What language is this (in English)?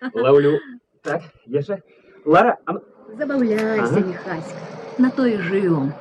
Belarusian